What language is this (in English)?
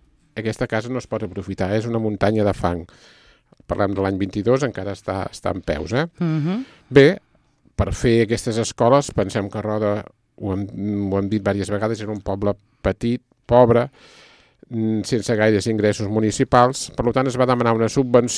Catalan